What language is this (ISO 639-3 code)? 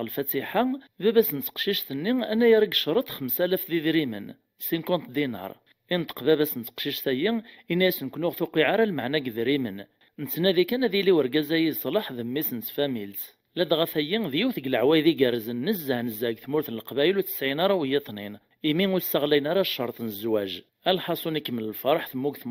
kab